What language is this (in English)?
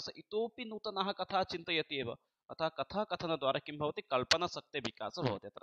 Sanskrit